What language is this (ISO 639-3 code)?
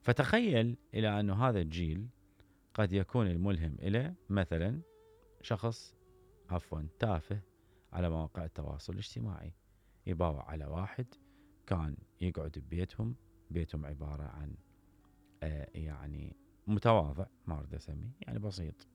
acm